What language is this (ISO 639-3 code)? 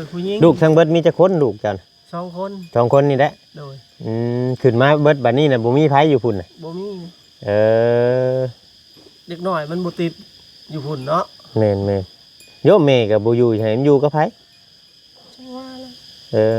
tts